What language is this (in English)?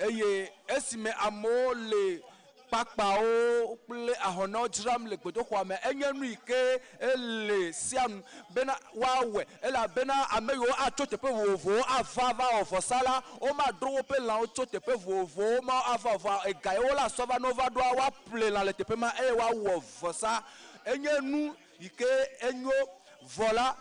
Ewe